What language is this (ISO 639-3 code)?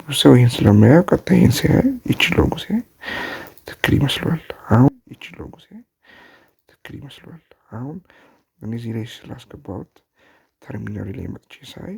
amh